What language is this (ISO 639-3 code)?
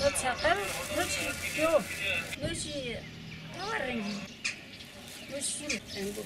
zza